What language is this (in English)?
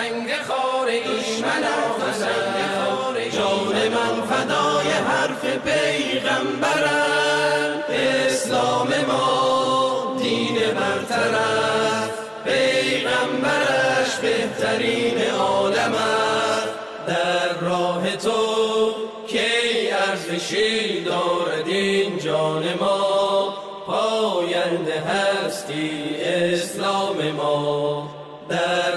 Persian